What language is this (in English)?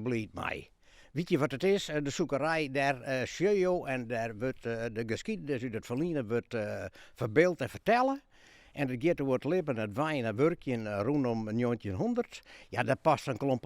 Western Frisian